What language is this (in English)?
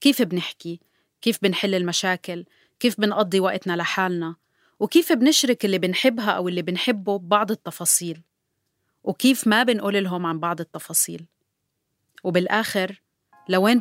North Levantine Arabic